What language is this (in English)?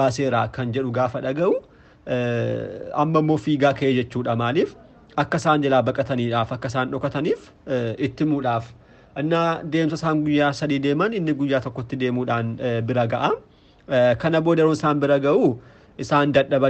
Oromo